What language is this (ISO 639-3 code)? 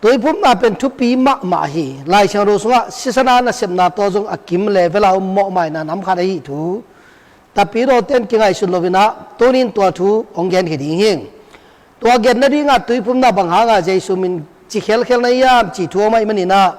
ctd